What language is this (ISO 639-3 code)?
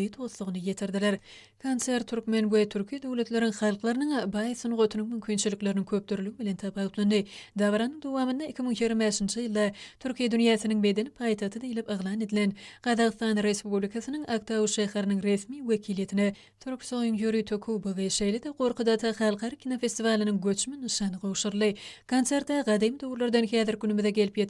tuk